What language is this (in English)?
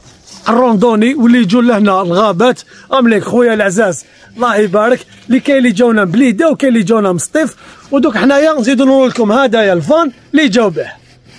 Algerian Arabic